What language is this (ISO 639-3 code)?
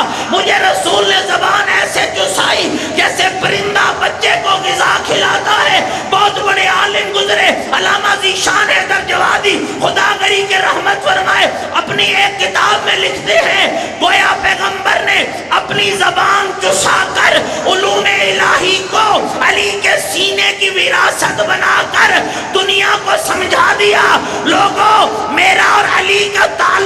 urd